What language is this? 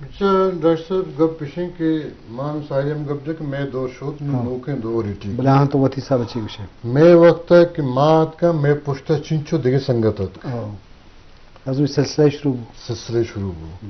Eastern Balochi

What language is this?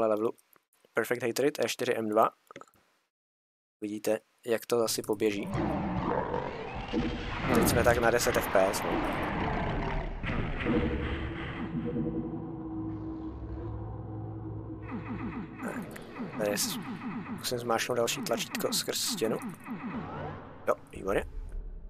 Czech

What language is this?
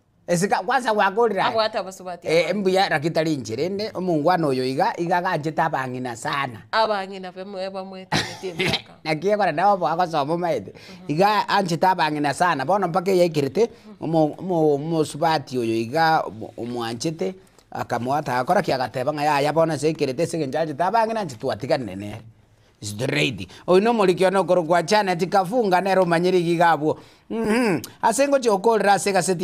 Gusii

